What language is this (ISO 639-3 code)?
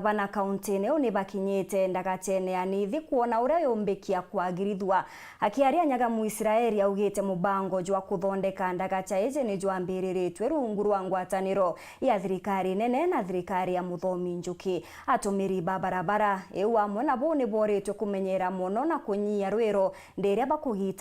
mer